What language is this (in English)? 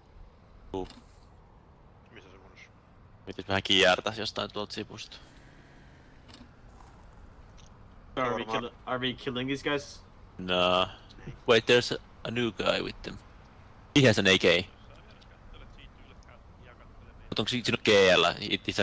Finnish